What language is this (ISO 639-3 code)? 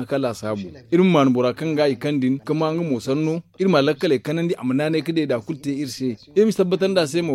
dje